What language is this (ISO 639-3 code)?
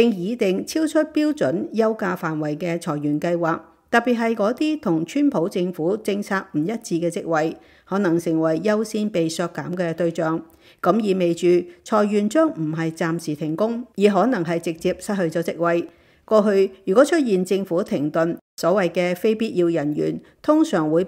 yue